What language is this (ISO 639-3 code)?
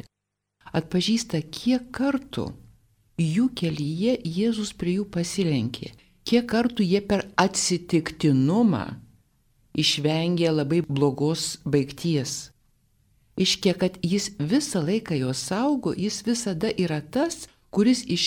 lit